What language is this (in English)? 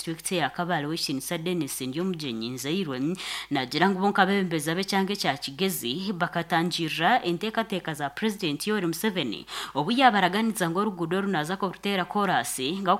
Nyankole